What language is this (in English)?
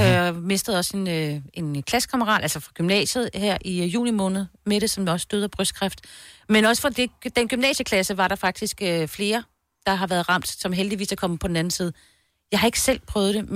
Danish